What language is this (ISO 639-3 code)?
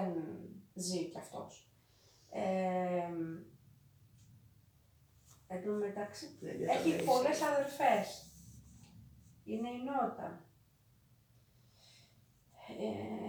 ell